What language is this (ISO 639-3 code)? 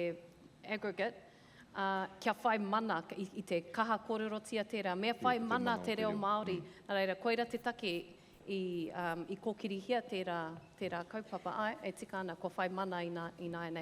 mri